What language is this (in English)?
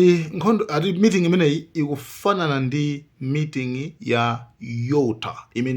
Nyanja